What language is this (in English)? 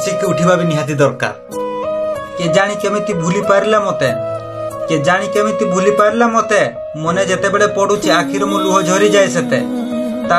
Odia